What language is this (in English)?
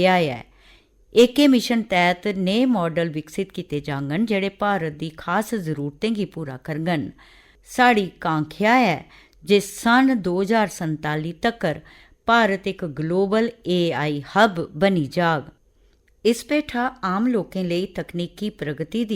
Dogri